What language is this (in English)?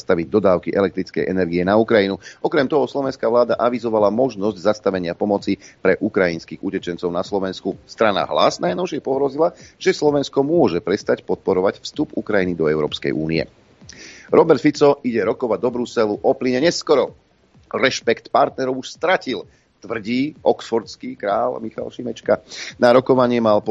Slovak